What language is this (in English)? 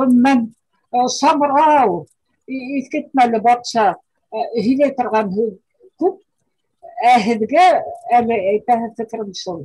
Bashkir